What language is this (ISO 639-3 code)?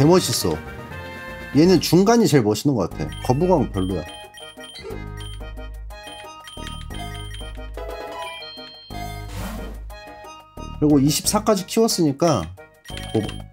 kor